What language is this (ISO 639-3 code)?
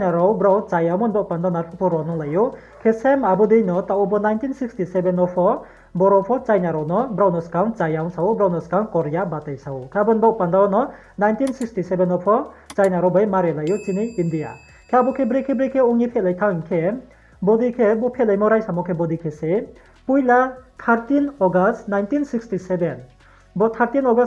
ria